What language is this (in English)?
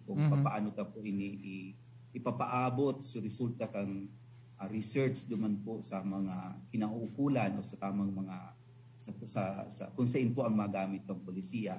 Bikol